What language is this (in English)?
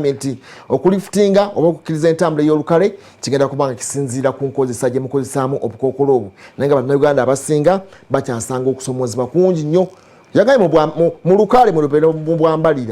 Ganda